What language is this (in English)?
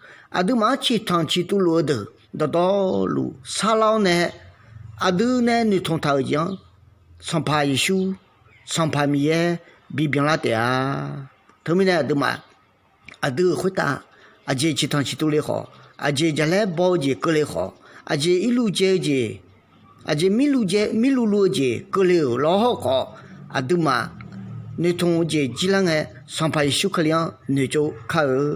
Akha